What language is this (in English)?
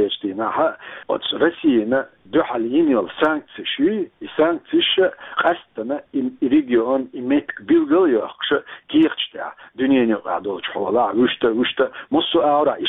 Chechen